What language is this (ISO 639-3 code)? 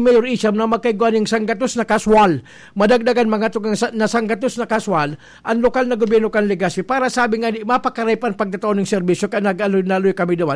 bik